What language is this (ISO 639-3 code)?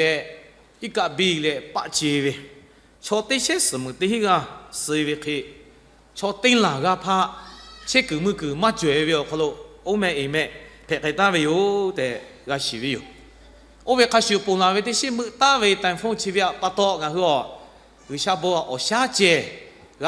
lhu